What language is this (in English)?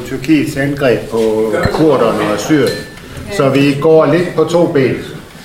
Danish